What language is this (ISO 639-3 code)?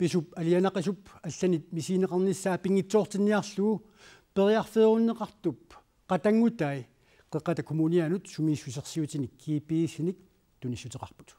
kal